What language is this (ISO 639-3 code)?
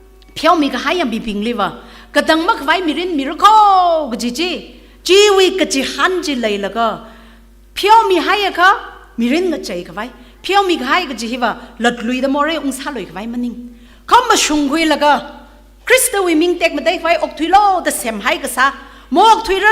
nmf